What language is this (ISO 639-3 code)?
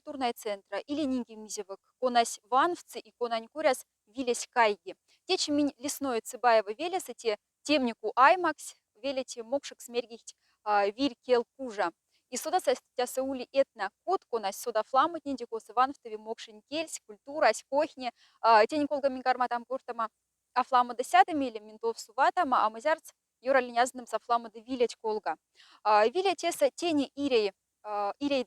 mdf